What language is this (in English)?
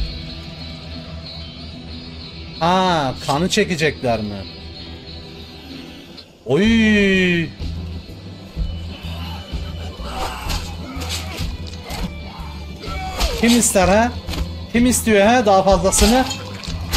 Turkish